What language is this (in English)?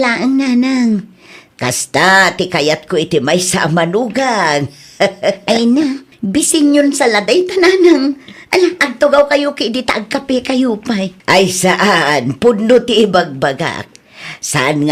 Iloko